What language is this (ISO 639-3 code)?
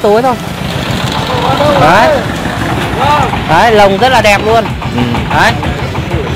vie